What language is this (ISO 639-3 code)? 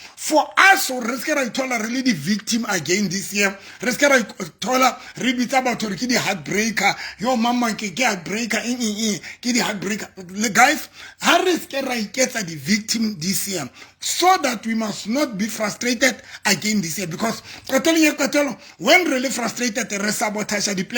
sot